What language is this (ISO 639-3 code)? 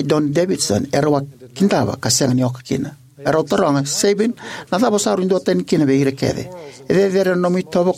fij